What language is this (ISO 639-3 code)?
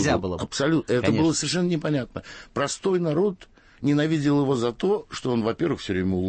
rus